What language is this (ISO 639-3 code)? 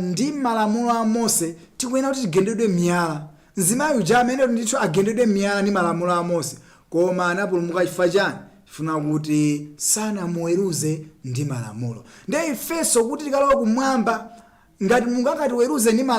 nya